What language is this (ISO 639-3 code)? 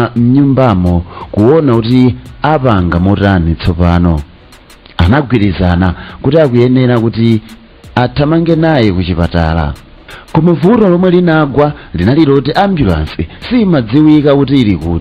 nya